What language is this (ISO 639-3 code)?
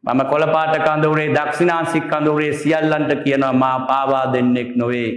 sin